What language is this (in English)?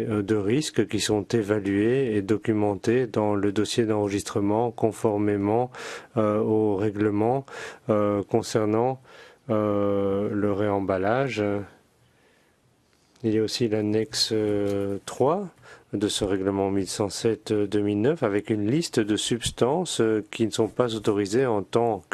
French